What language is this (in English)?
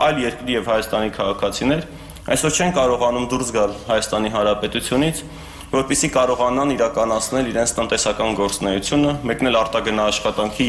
Armenian